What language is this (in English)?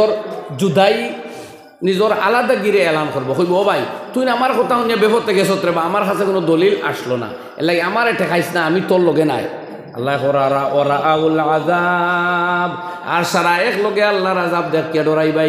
Sylheti